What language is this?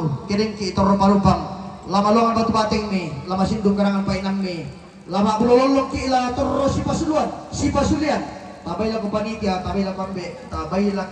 Toraja-Sa'dan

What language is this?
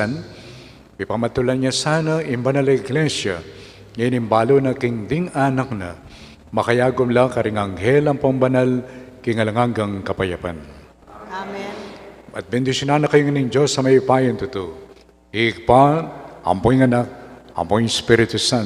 Pampanga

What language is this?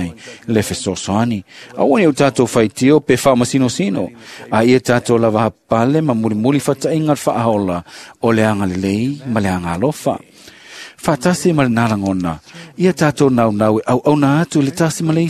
Samoan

